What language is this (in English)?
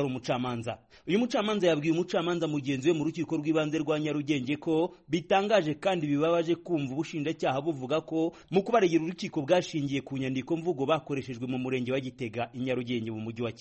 Kinyarwanda